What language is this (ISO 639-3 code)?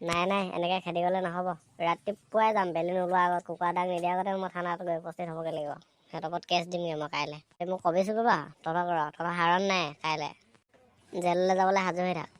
asm